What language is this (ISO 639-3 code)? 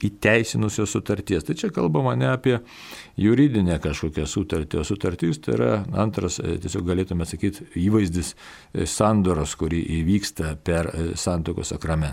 lit